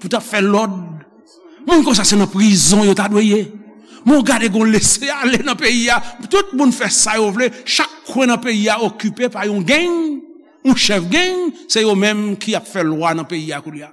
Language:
Haitian Creole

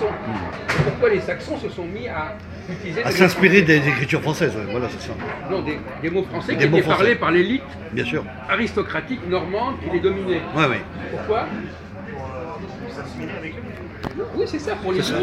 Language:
French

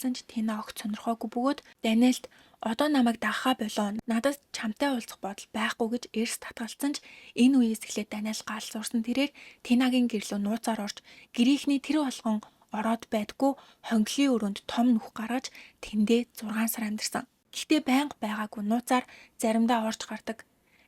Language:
Mongolian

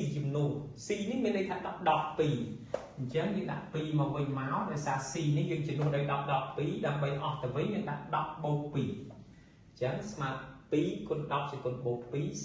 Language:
Khmer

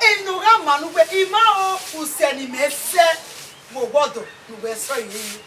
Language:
Bini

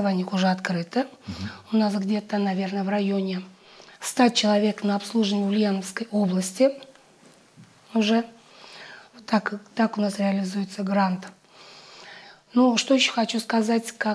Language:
Russian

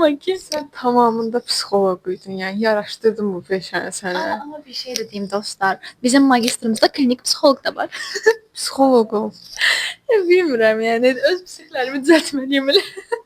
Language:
Azerbaijani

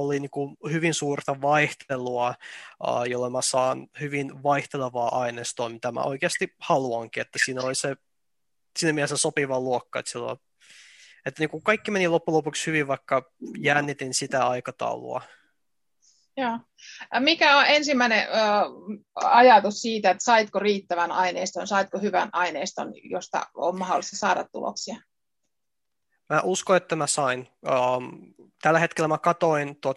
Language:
Finnish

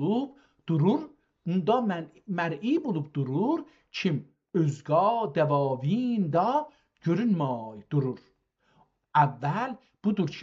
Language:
South Azerbaijani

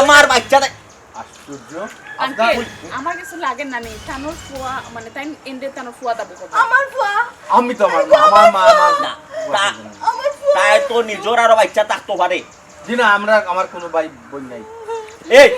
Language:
Sylheti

